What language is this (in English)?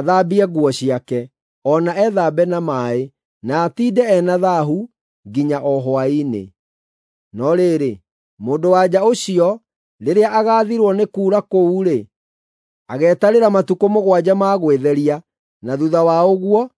Kikuyu